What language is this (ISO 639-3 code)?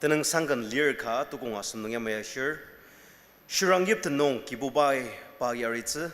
njo